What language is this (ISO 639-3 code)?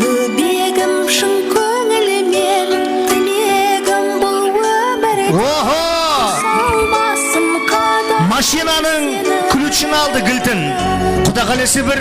kaa